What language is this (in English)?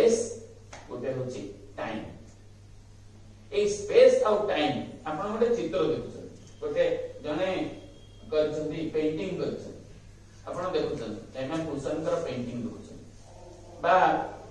Odia